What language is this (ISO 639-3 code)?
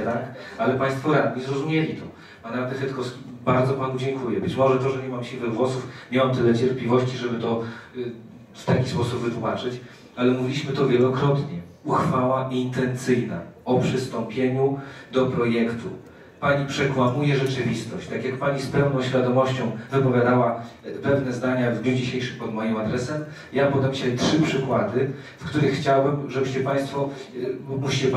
pol